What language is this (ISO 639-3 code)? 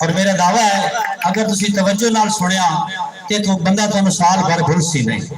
skr